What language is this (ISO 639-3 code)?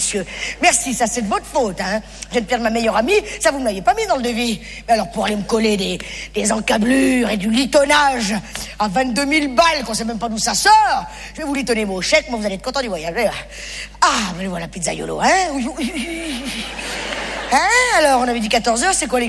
fra